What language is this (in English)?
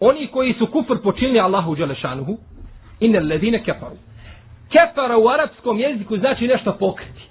Bosnian